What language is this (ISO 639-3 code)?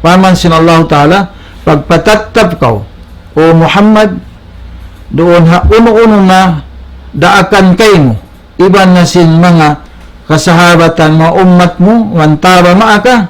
tsg